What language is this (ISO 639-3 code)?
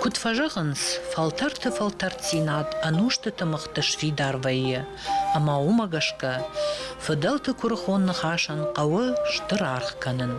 oss